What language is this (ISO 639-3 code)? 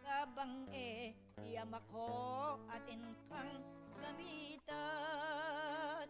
pam